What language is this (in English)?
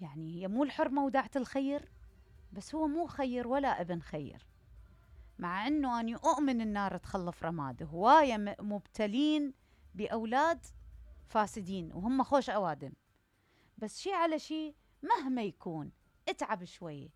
Mesopotamian Arabic